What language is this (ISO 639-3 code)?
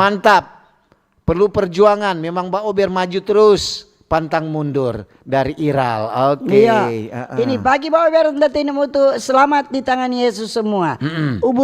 xmm